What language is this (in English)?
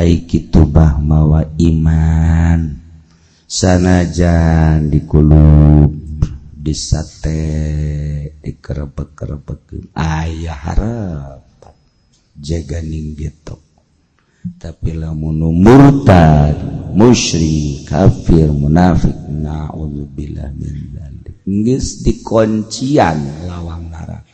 Sundanese